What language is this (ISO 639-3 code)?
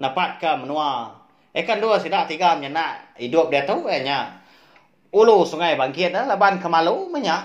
iba